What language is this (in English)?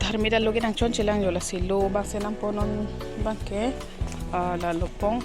Karbi